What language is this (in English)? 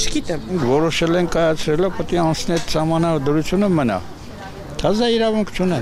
Armenian